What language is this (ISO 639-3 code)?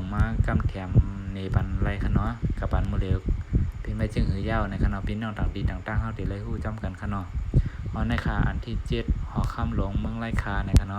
shn